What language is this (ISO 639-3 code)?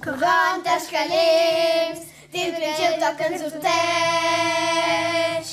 roh